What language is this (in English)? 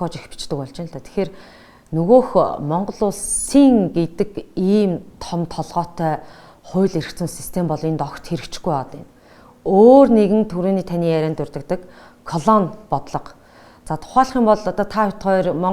Mongolian